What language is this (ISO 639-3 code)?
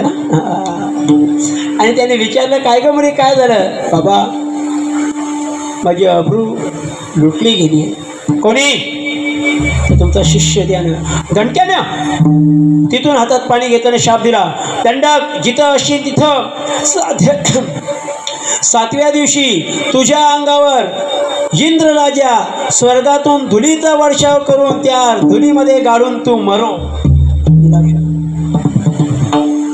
mar